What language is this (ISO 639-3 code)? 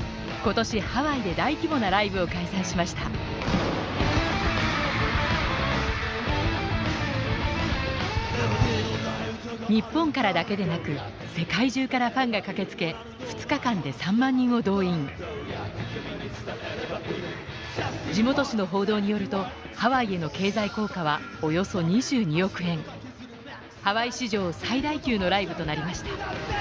jpn